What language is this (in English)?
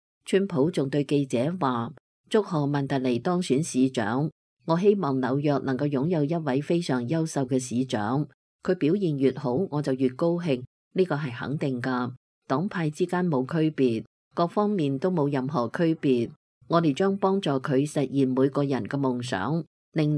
Cantonese